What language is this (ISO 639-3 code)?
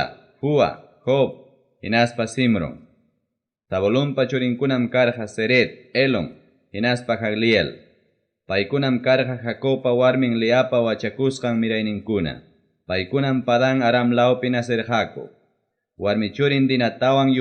quy